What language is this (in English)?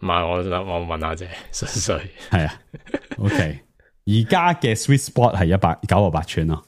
Cantonese